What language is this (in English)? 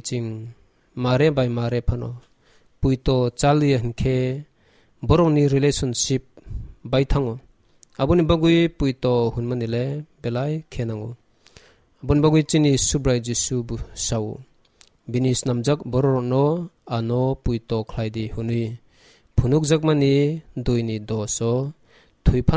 Kok Borok